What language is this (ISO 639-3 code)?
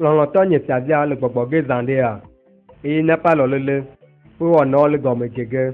ewe